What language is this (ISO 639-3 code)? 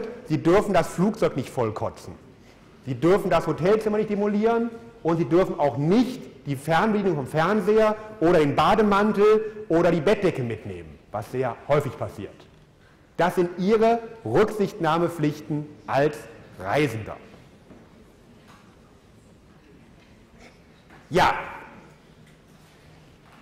deu